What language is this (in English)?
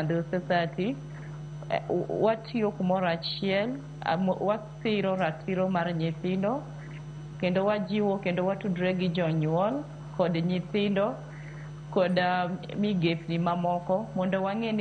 Luo (Kenya and Tanzania)